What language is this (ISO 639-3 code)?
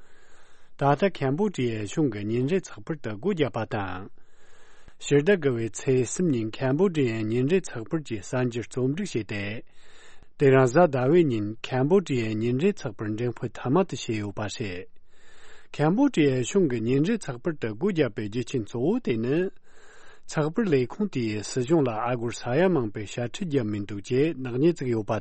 bod